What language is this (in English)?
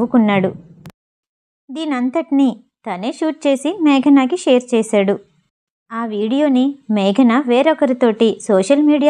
Telugu